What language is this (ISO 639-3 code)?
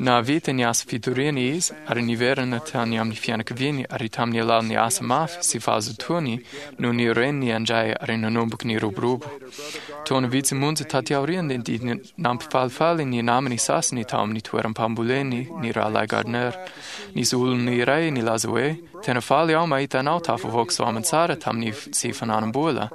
mlg